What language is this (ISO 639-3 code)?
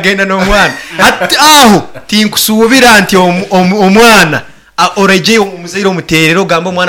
nyn